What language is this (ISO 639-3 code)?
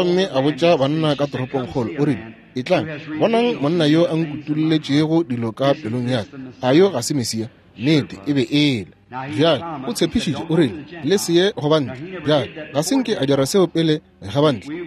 nso